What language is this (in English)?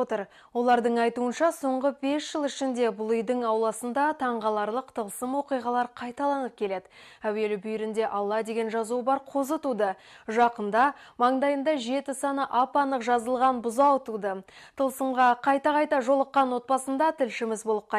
Kazakh